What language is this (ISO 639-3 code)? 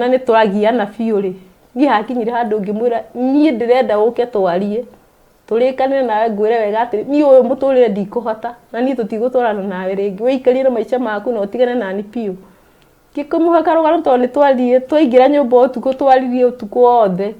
kik